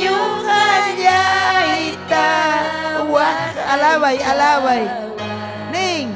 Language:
Ayacucho Quechua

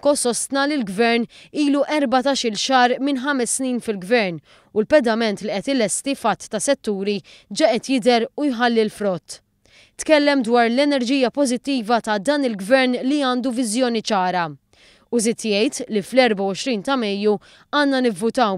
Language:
Maltese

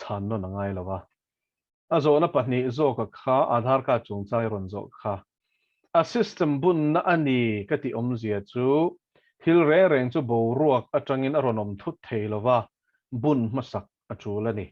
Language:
Mizo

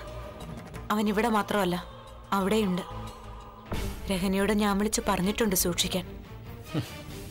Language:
Malayalam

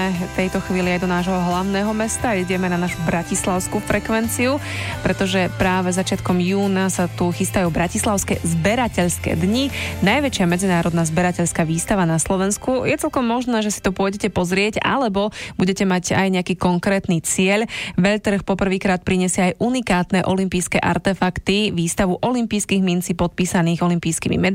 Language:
Slovak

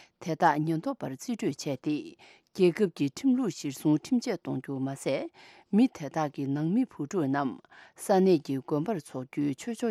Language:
Tibetan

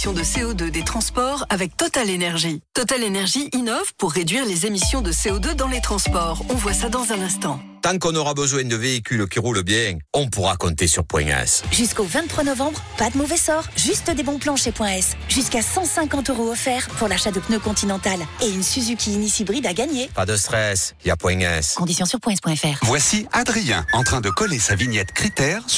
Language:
French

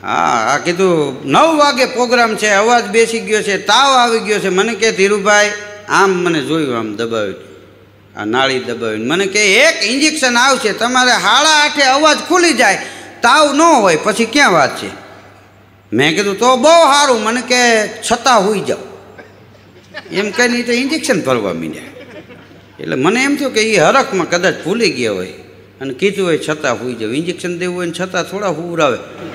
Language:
Gujarati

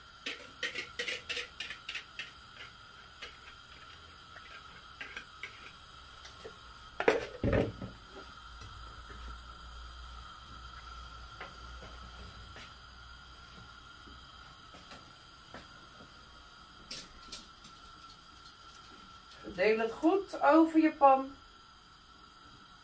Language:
Dutch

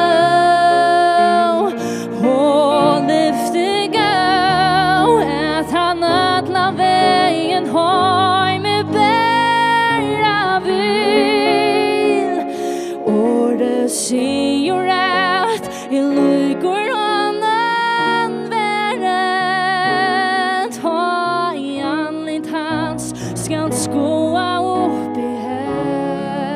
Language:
Faroese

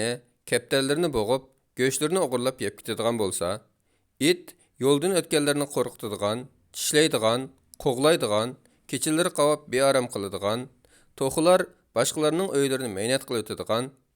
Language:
Uyghur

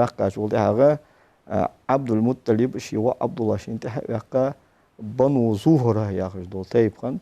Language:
Ingush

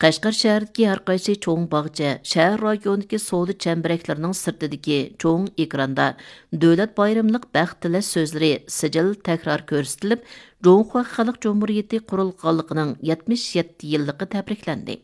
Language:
Uyghur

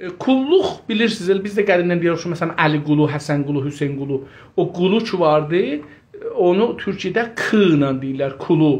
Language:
South Azerbaijani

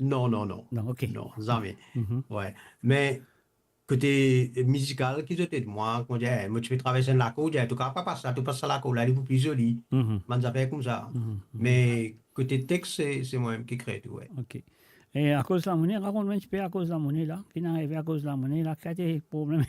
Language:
Morisyen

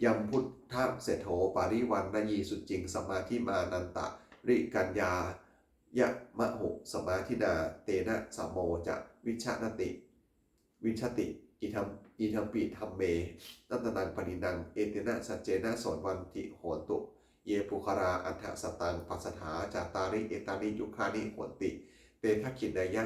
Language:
Pali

